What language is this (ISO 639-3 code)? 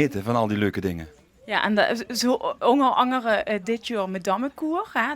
lim